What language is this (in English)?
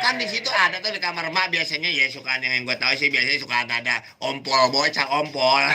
Betawi